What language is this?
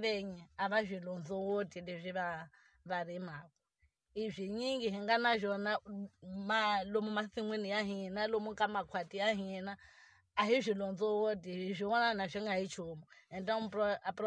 Tsonga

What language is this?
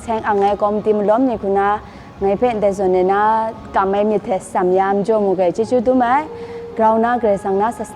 Kachin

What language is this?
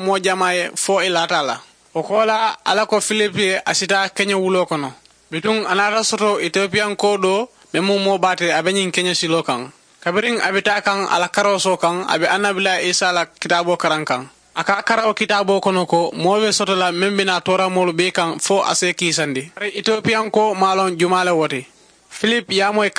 Mandingo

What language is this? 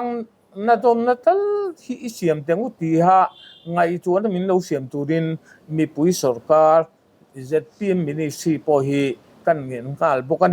Mizo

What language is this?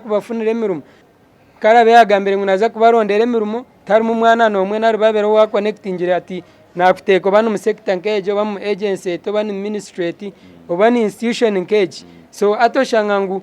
Nyankole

